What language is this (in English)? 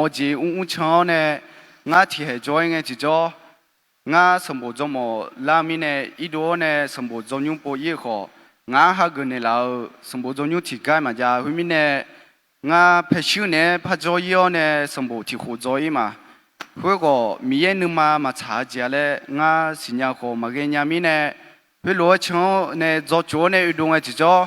Akha